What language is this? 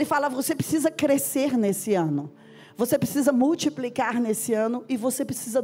Portuguese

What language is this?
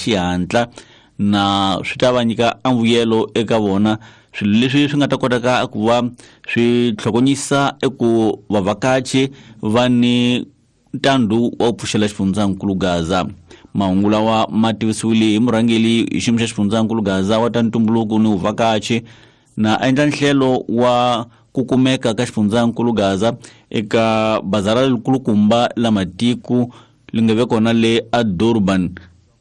Tsonga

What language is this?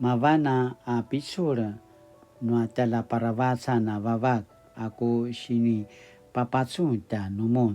Paiwan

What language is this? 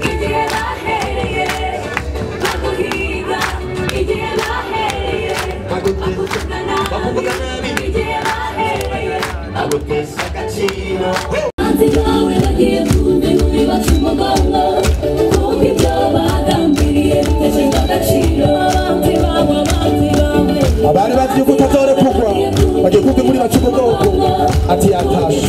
Rundi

